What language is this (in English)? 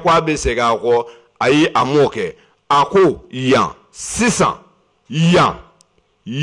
Bambara